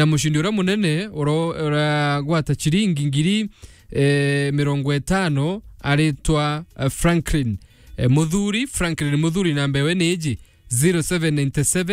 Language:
Meru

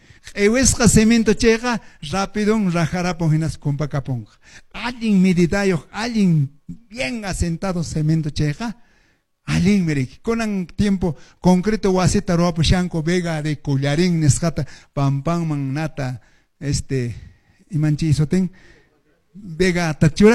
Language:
Quechua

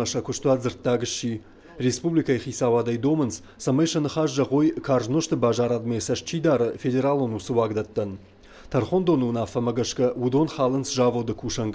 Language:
Ossetic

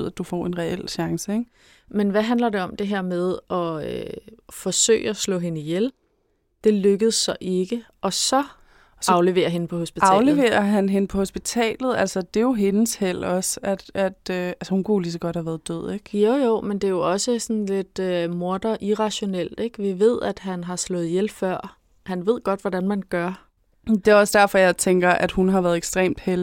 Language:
Danish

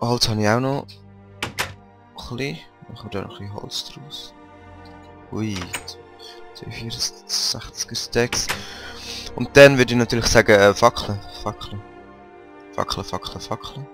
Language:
Swiss German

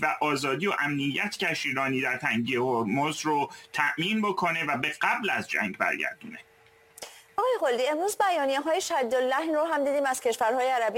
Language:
Persian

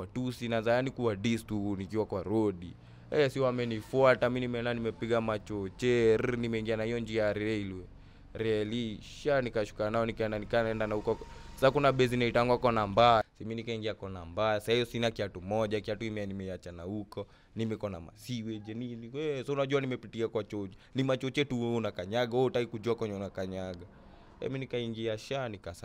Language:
Swahili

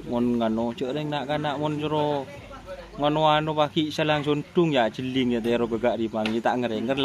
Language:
Madurese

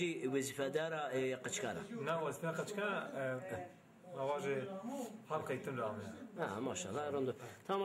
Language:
Zaza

